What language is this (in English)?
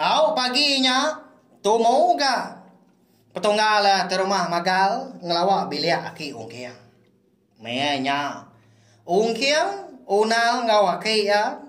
Iban